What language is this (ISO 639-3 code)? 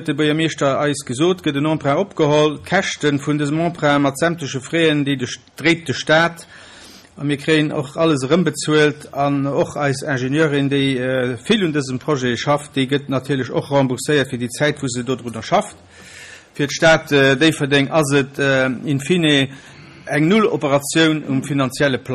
ltz